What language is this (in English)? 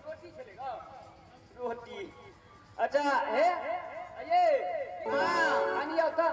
Maithili